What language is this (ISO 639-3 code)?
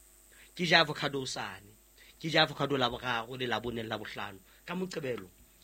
sot